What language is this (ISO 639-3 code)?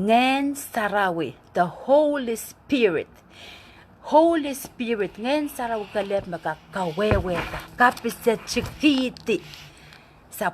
pon